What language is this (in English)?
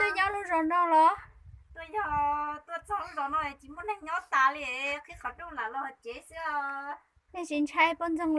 Hmong